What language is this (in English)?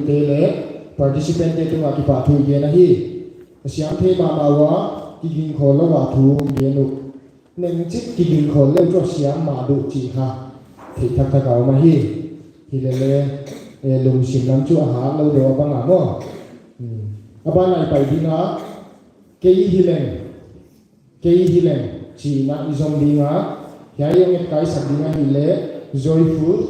Paite Chin